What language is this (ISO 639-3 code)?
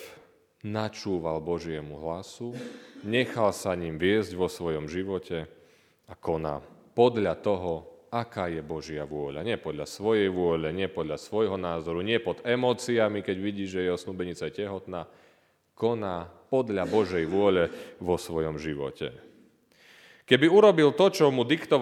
slk